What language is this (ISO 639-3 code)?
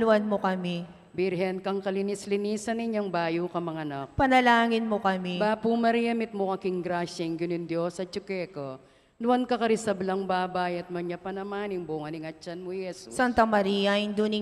pam